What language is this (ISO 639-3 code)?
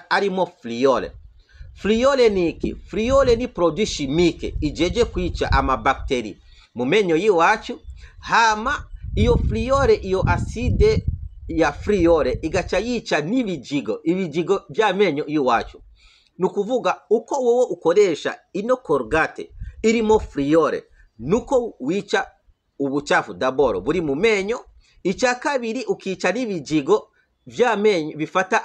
run